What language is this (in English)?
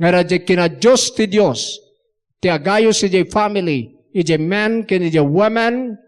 Iloko